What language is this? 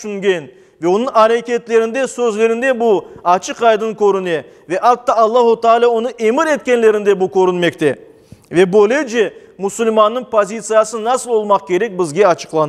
Crimean Tatar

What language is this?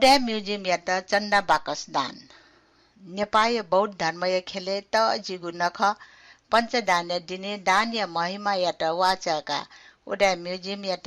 Newari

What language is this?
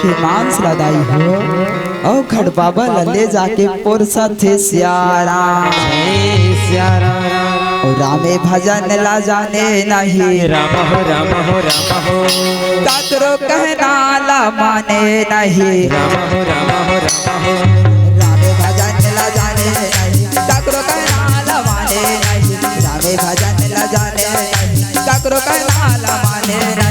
Chhattisgarhi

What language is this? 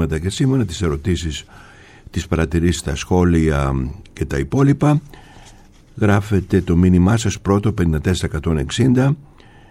Greek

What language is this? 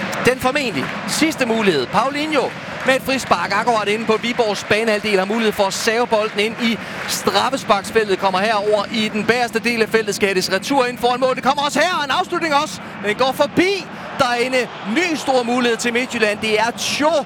Danish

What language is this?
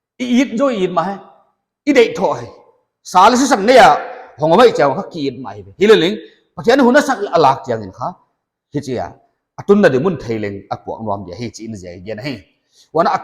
Paite Chin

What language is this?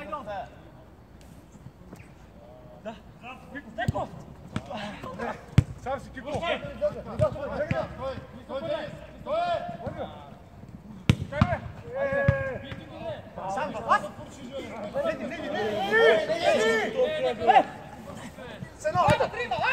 Bulgarian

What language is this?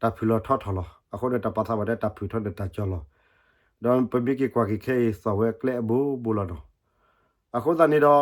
S'gaw Karen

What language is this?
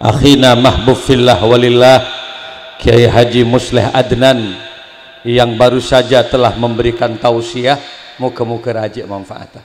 Madurese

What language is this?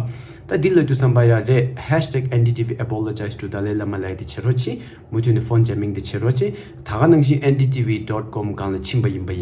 Tibetan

